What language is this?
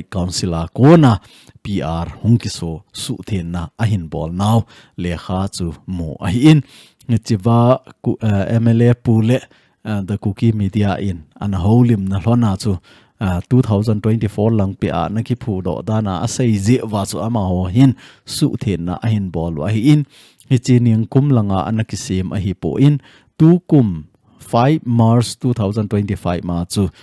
Thado Chin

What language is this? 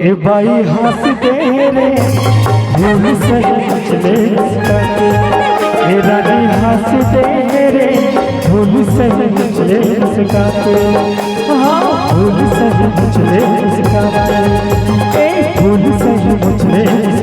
Chhattisgarhi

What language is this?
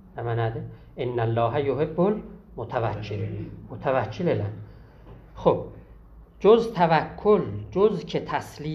South Azerbaijani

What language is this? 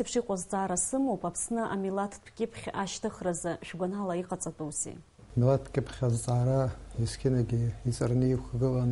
Abkhazian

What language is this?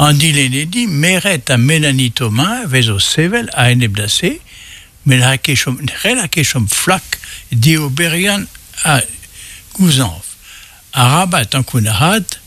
Breton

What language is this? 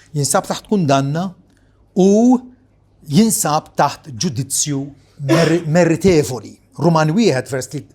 Maltese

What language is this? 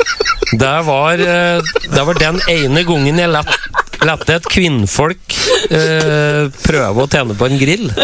Norwegian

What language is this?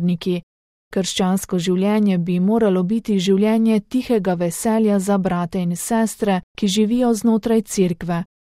Slovenian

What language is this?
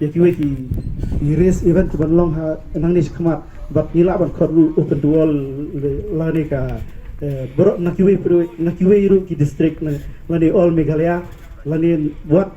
Khasi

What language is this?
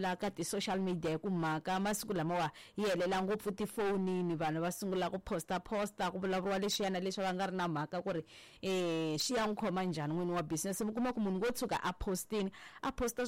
Tsonga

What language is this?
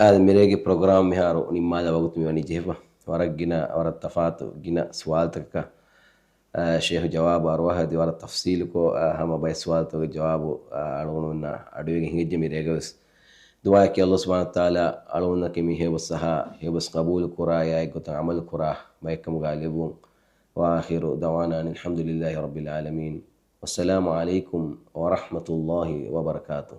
Divehi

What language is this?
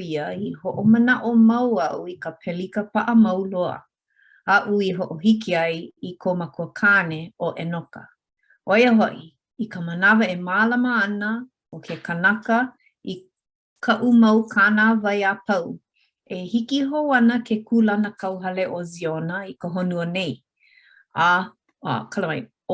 Hawaiian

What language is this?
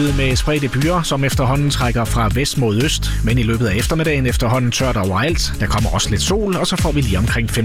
Danish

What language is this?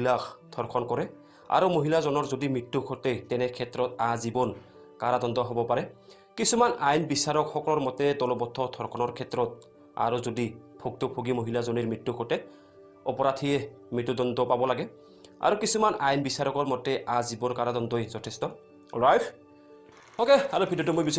Assamese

